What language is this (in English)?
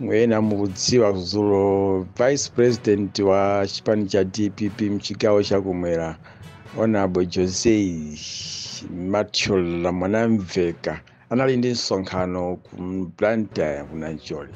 Nyanja